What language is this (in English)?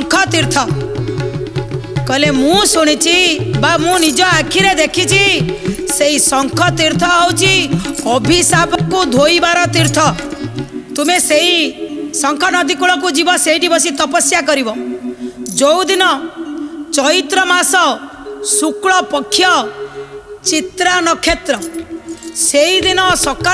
Odia